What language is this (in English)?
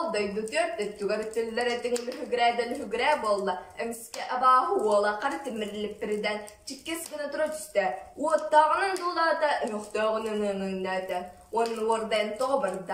Yakut